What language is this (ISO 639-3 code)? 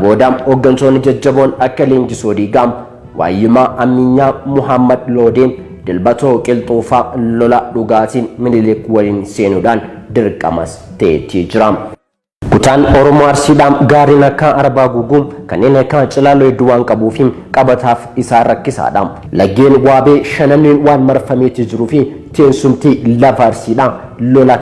orm